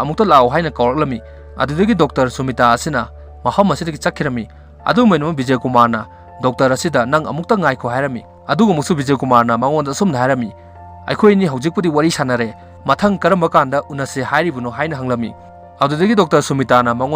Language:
Manipuri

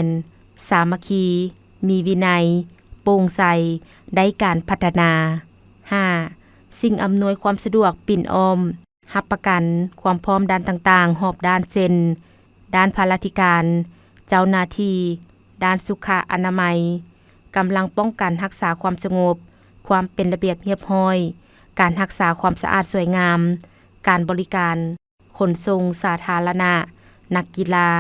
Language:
Lao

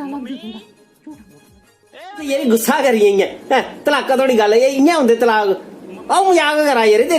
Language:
Dogri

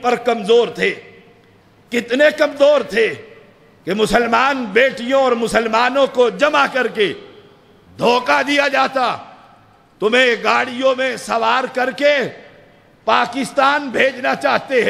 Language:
Urdu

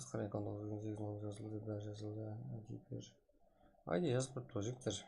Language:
Kara-Kalpak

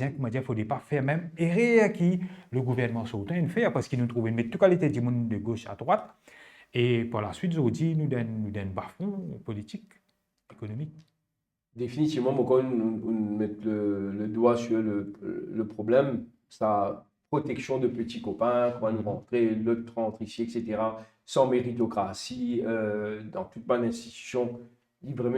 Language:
Morisyen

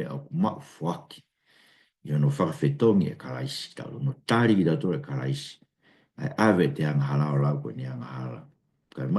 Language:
Tongan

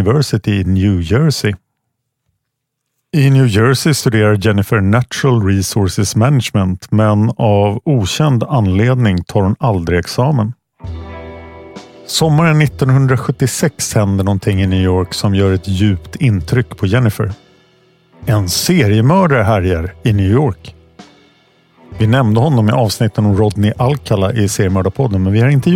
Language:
Swedish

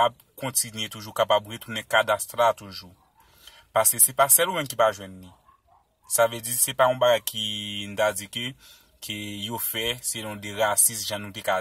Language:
Haitian Creole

